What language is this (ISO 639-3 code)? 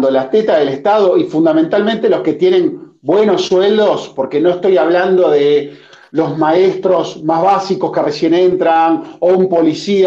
spa